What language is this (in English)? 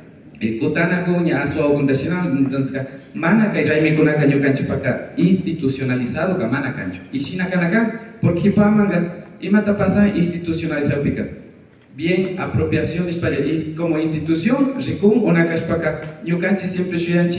Imbabura Highland Quichua